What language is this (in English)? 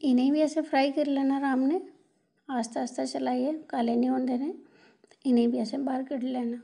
Dogri